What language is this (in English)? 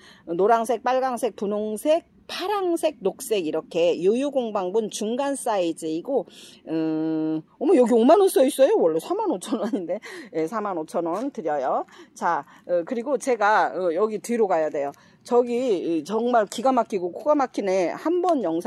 Korean